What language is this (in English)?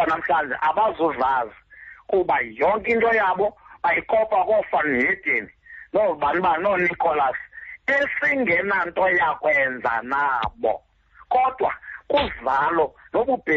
Xhosa